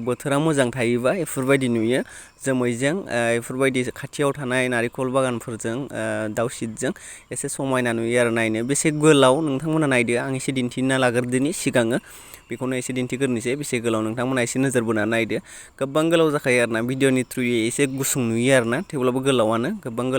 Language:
Bodo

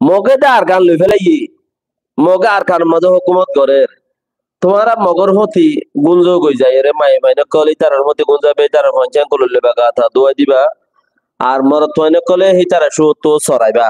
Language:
Rohingya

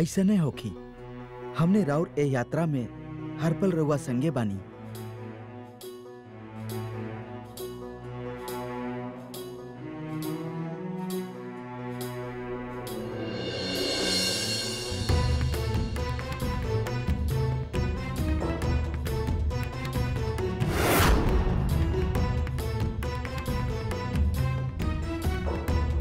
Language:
Bhojpuri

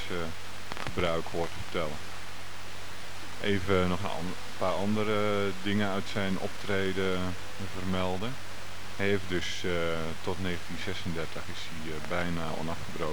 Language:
Dutch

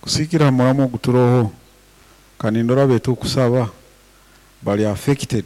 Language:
Nyankole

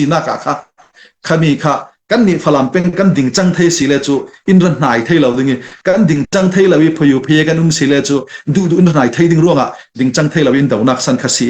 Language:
Falam Chin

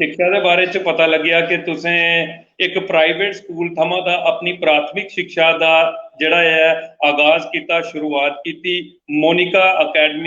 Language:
Dogri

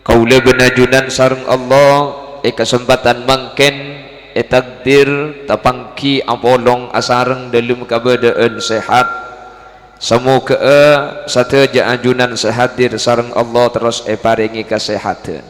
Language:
Madurese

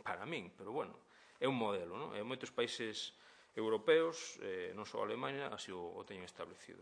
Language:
Galician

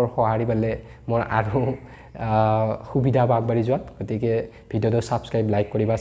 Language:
Assamese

